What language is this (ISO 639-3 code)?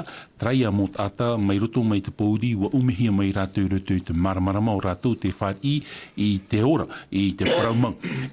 tah